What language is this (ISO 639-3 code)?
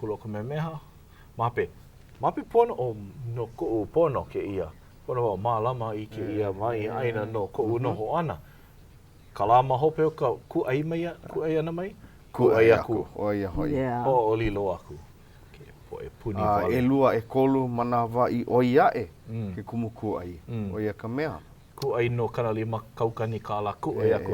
haw